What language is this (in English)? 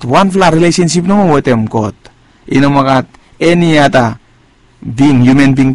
Bislama